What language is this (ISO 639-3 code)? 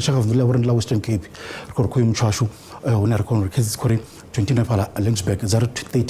ven